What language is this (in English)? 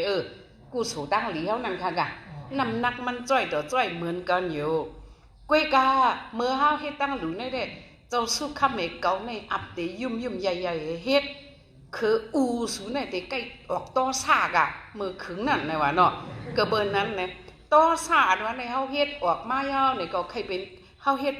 Shan